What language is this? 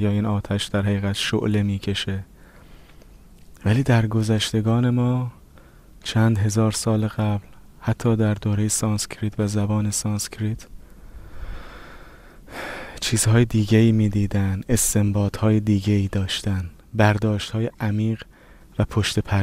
Persian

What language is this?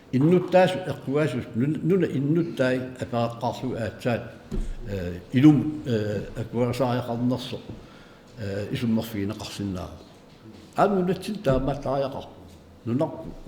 Kalaallisut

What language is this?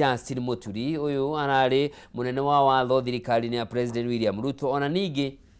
Kikuyu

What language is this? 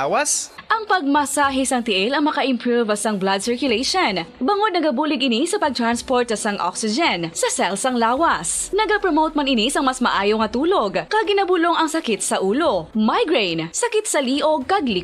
Hiligaynon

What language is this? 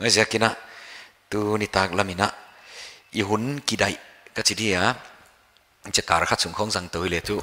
Paite Chin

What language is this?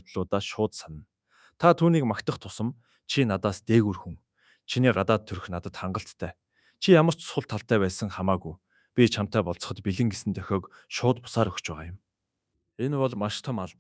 Mongolian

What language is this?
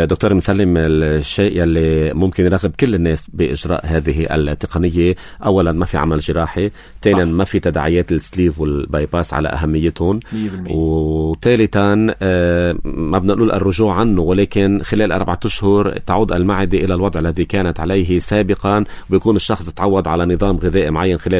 North Levantine Arabic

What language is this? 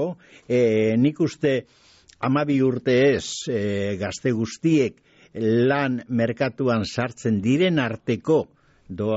Basque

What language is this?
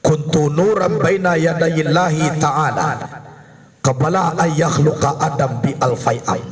Minangkabau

